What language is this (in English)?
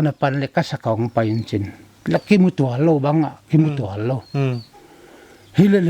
Paite Chin